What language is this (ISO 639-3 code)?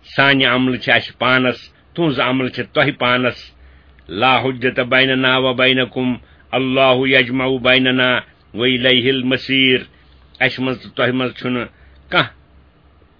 kas